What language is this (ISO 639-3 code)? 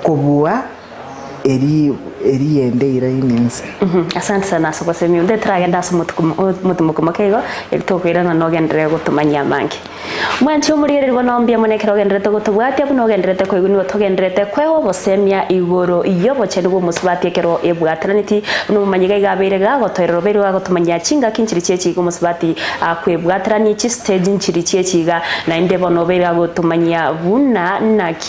guz